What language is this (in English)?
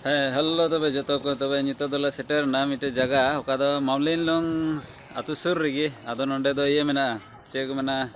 Santali